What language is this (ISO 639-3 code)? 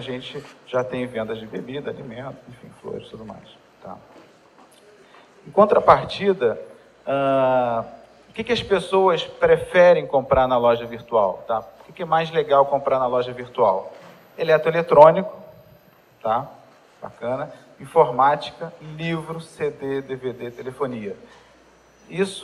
por